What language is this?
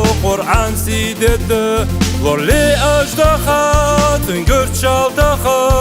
Ingush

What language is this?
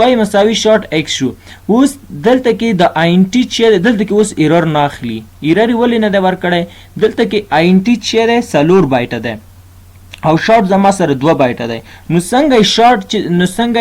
Pashto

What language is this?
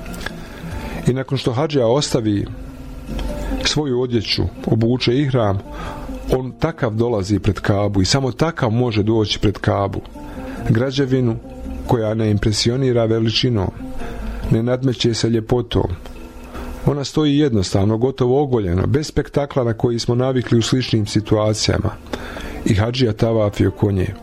Bosnian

